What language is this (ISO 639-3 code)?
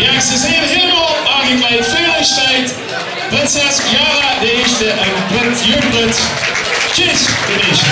lim